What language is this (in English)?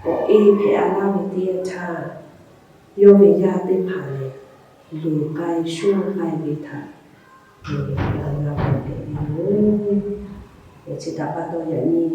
Lahu